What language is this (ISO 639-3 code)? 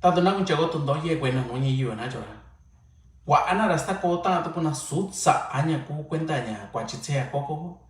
mix